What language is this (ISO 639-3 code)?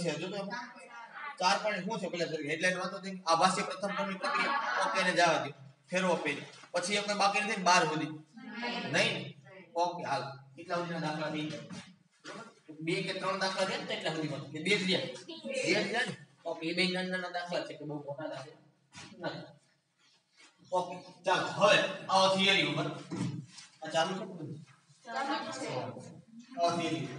guj